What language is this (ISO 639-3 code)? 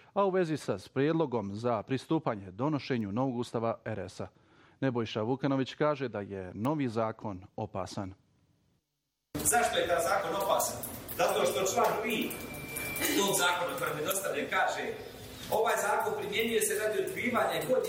bos